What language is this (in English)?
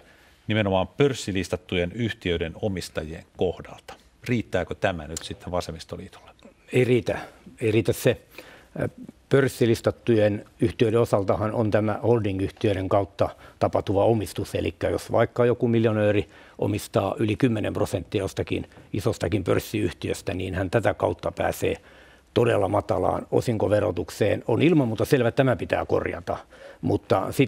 Finnish